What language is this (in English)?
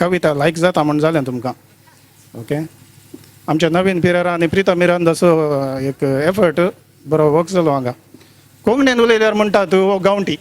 Konkani